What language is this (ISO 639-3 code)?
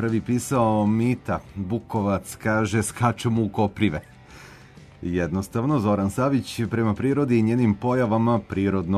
srp